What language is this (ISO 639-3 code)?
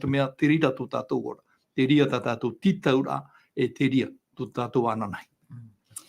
tah